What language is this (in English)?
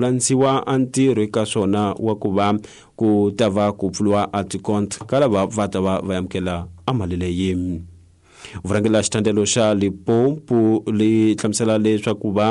Tsonga